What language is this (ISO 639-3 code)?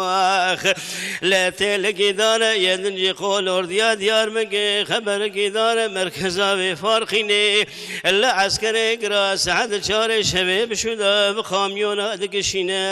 kur